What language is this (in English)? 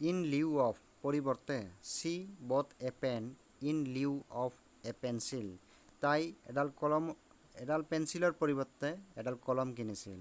Assamese